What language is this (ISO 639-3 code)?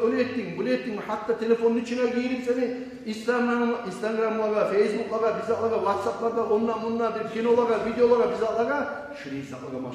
kum